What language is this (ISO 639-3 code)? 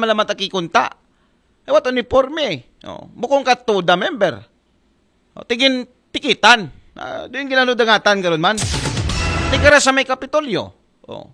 akl